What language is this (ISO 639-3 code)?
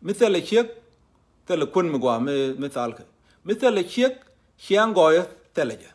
nus